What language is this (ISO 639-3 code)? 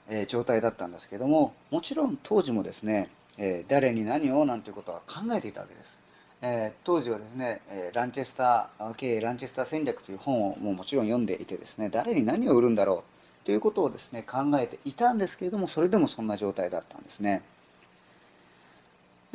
jpn